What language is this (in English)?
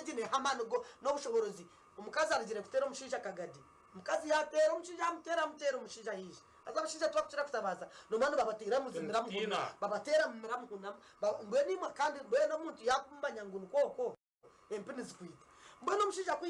Nyankole